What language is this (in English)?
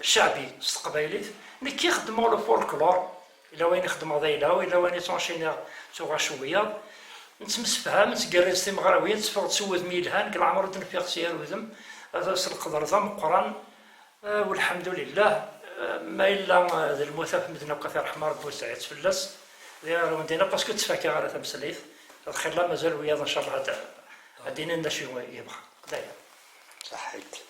Kabyle